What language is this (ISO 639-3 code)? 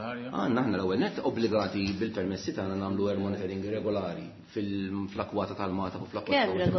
mlt